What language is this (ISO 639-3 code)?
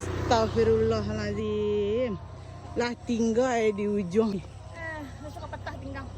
min